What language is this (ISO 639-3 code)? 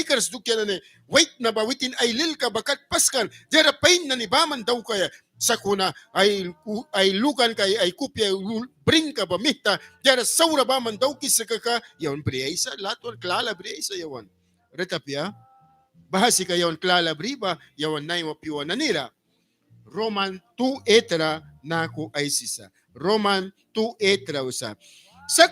miq